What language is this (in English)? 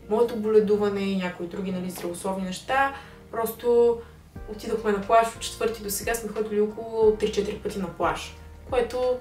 Bulgarian